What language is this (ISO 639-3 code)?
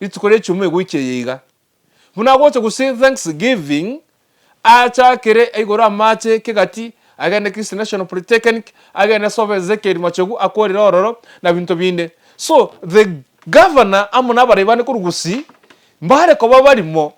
guz